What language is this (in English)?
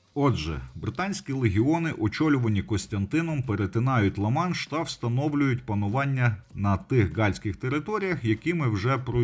Ukrainian